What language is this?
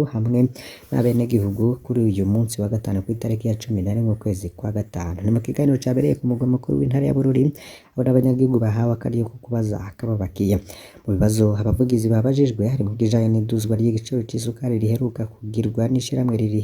Rundi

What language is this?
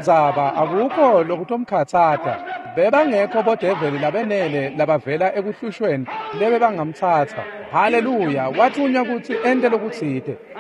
Swati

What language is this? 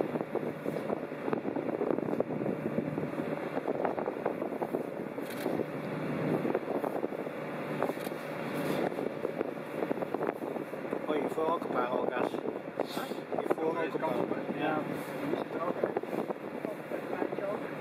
Dutch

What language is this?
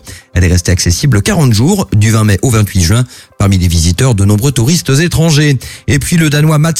French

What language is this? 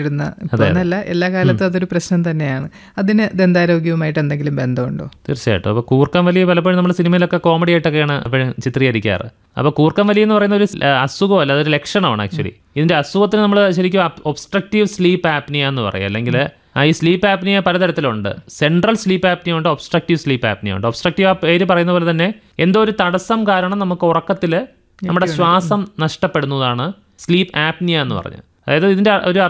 Malayalam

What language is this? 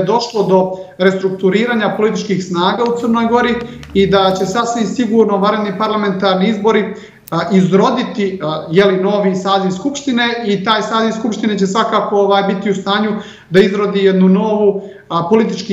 Serbian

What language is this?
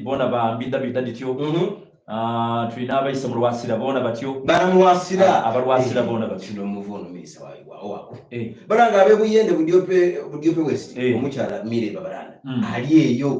Soga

